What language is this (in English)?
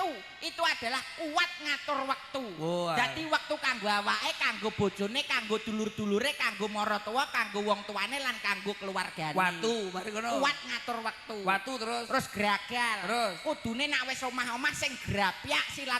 Javanese